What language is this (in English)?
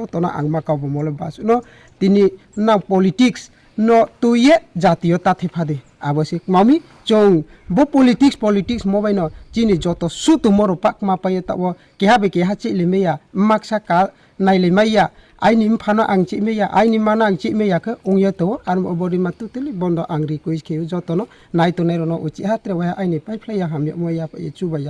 Riang (India)